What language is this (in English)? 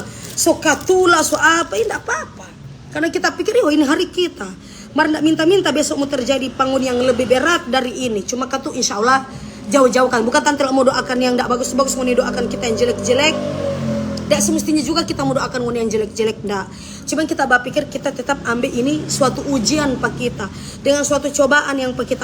Manado Malay